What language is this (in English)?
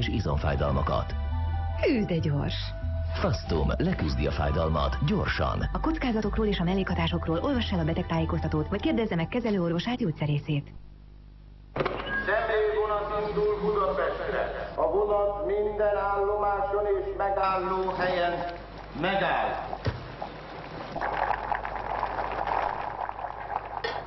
Hungarian